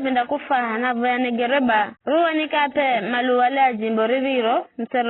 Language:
Giryama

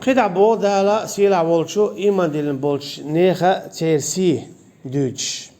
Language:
Chechen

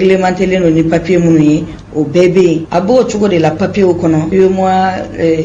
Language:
Bambara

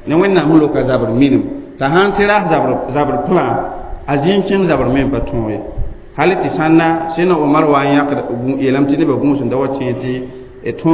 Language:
Mossi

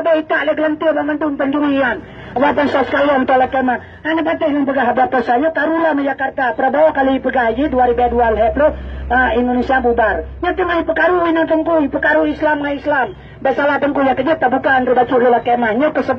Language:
Achinese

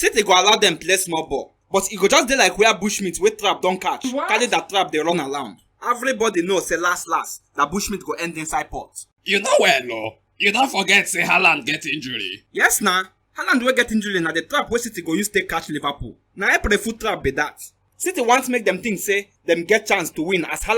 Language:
Nigerian Pidgin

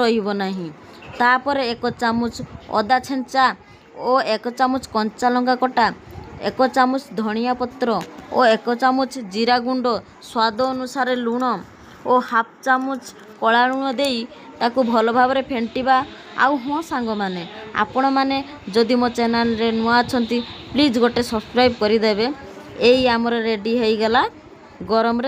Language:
Odia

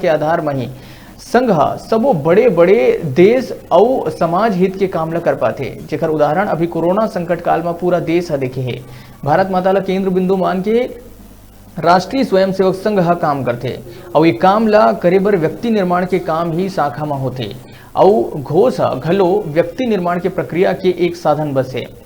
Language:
Chhattisgarhi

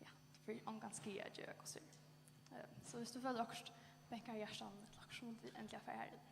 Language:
Faroese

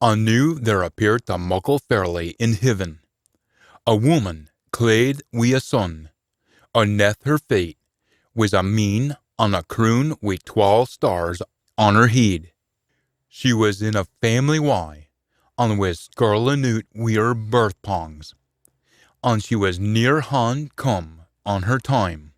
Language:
Scots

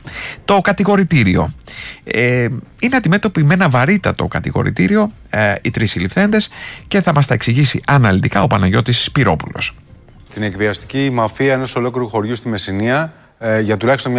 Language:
Greek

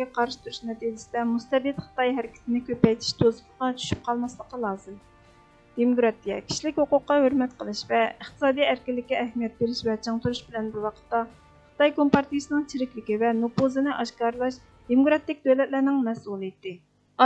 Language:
Uyghur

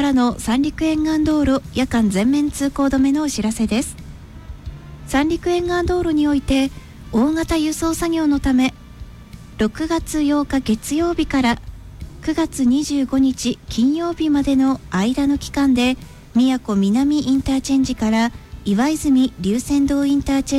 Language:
Japanese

